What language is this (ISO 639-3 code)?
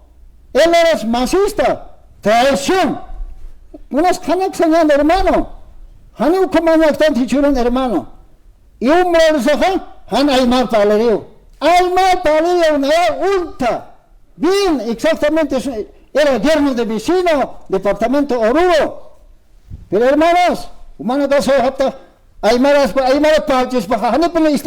aym